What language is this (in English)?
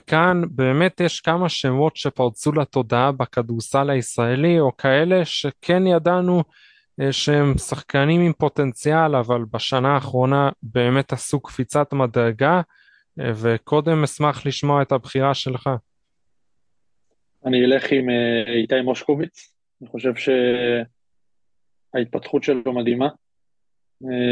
Hebrew